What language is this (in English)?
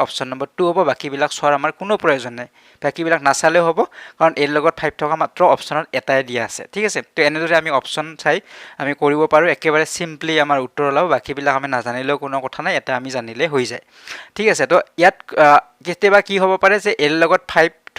Assamese